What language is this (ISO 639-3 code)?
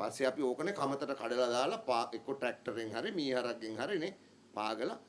sin